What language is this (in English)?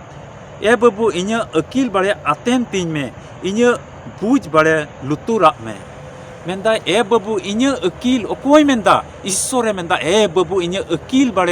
Santali